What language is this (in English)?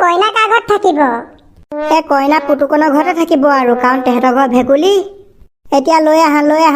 Assamese